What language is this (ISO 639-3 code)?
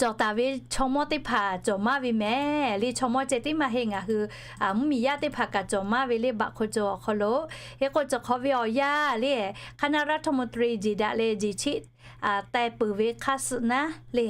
lhu